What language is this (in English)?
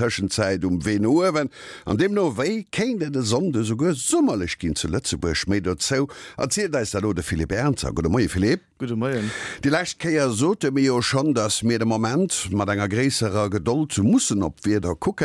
Luxembourgish